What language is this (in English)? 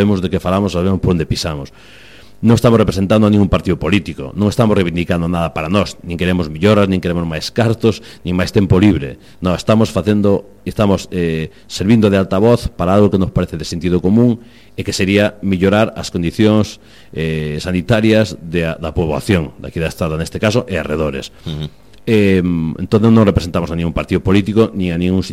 Galician